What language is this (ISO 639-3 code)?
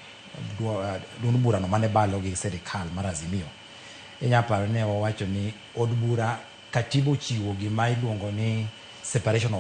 luo